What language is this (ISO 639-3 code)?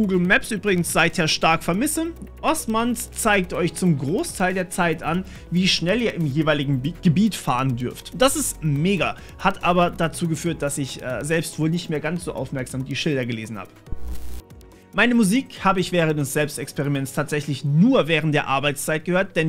deu